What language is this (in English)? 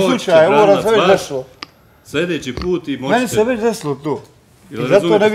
Bosnian